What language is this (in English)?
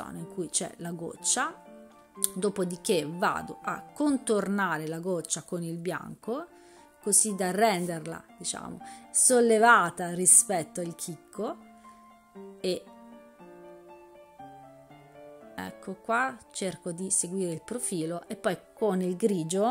Italian